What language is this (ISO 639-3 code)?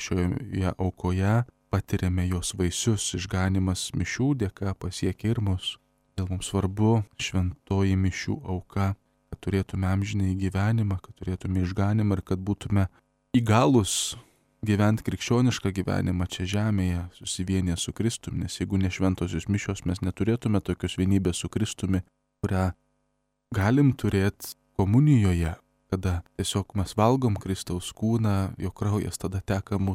lit